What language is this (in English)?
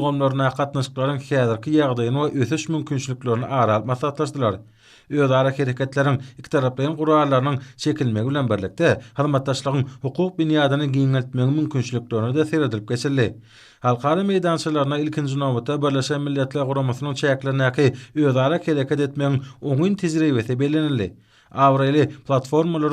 Turkmen